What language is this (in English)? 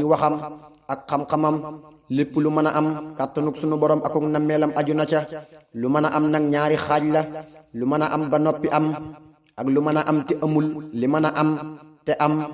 Wolof